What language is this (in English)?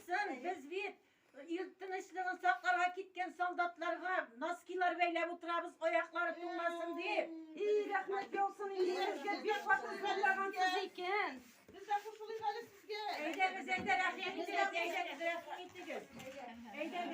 Tatar